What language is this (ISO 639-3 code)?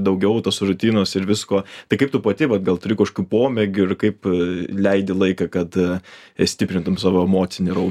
lit